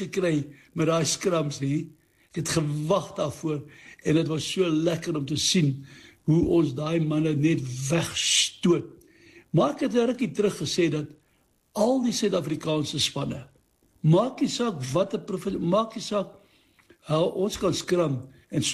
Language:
Afrikaans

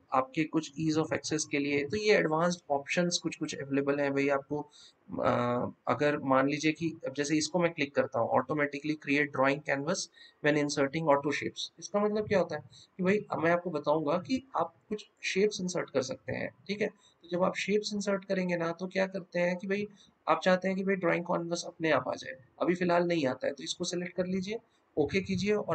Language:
Hindi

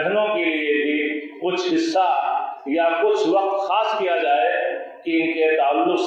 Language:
Urdu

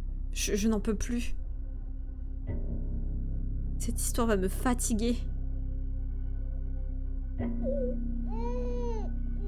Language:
French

